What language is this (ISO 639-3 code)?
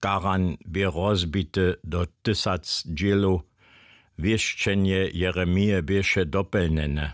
hsb